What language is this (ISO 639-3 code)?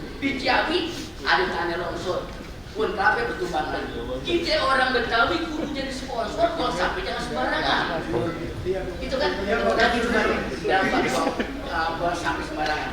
bew